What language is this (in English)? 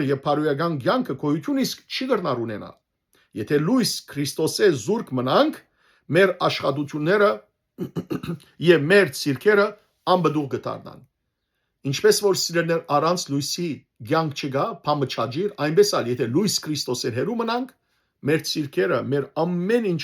Western Armenian